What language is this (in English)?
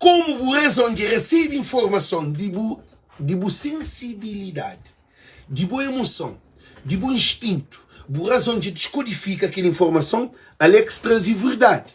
Kabuverdianu